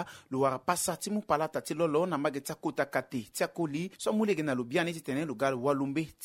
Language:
Sango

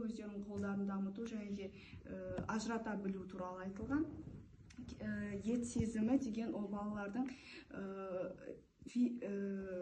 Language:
Kazakh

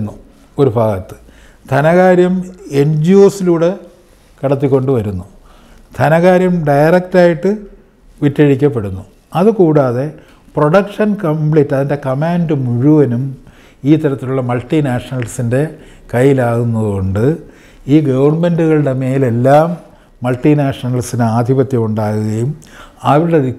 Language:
Malayalam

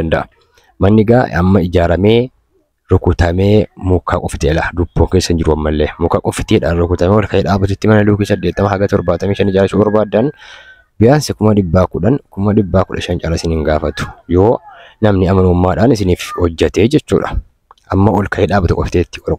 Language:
Oromo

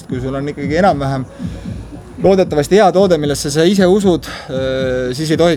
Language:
Estonian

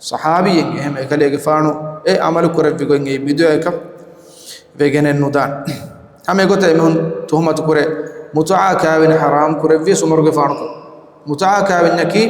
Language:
Divehi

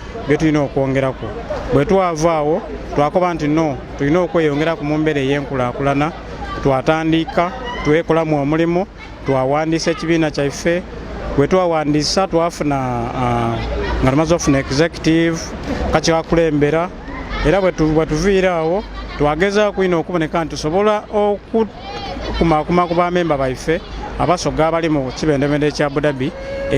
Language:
Soga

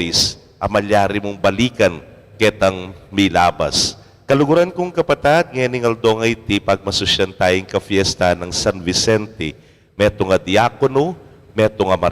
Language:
Pampanga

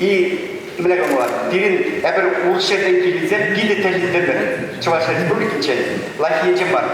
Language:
Chuvash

